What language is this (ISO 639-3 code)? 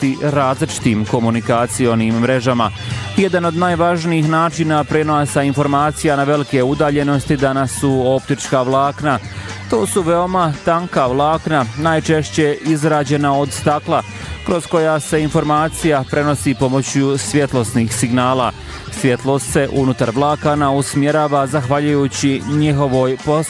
bos